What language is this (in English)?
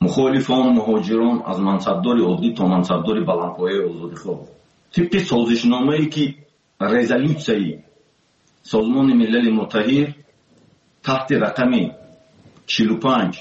Tajik